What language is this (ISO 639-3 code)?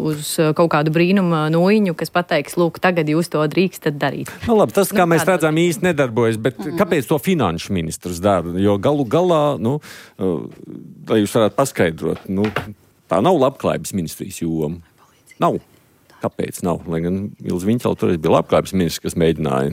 lav